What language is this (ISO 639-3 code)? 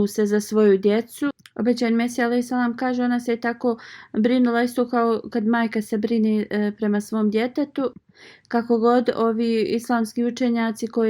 bos